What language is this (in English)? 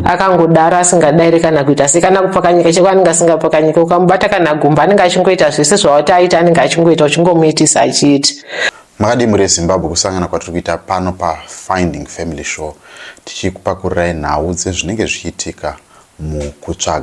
Shona